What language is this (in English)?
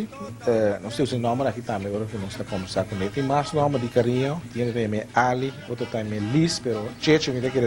Papiamento